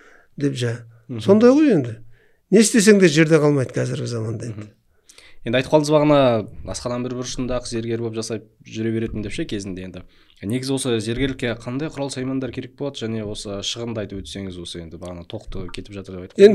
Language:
Kazakh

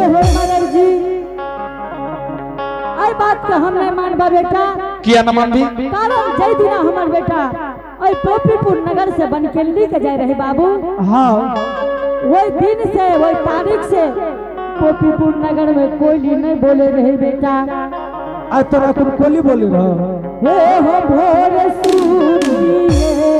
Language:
Angika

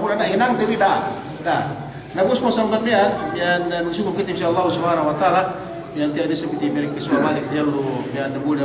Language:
Yakan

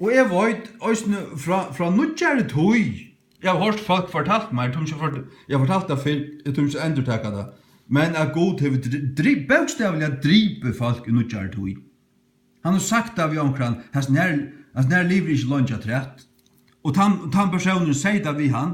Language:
Faroese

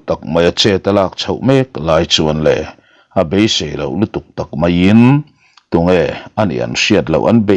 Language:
Mizo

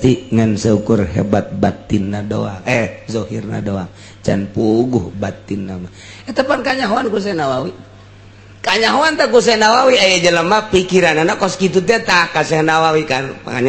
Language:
Sundanese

